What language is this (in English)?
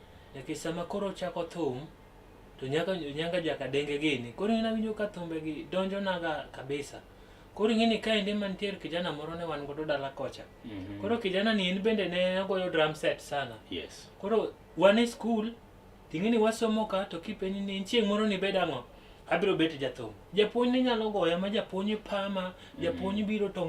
Luo (Kenya and Tanzania)